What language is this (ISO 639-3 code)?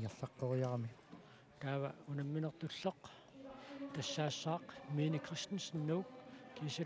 kal